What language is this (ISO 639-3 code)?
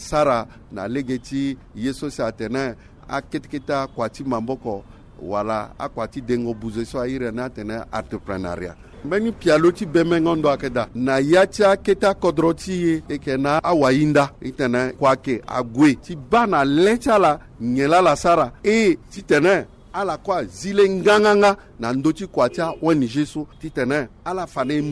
sag